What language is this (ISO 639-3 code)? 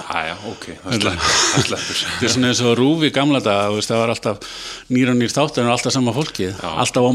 isl